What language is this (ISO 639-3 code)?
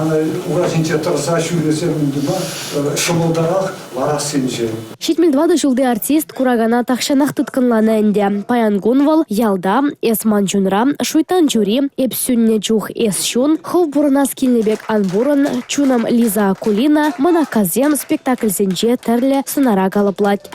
chv